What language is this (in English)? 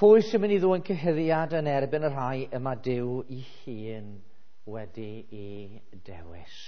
Welsh